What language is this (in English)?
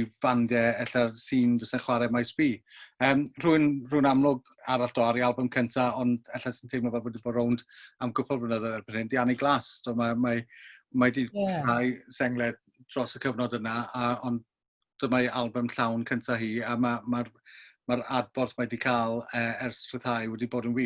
Welsh